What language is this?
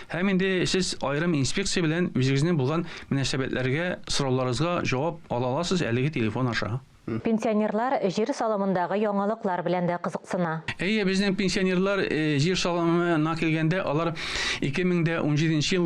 Tatar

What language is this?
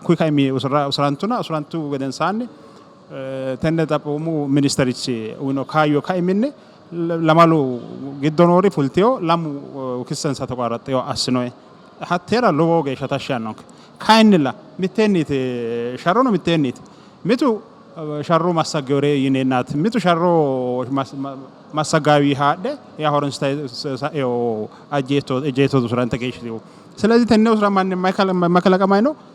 Sidamo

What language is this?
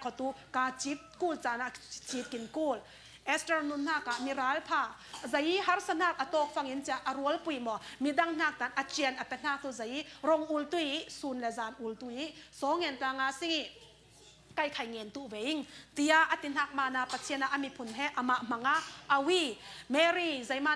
Falam Chin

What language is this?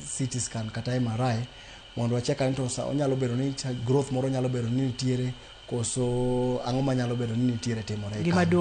Luo (Kenya and Tanzania)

